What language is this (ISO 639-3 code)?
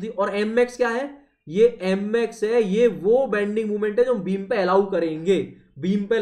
hin